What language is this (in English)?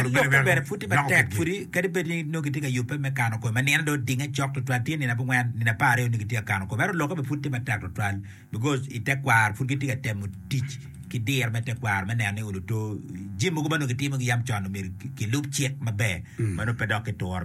Acoli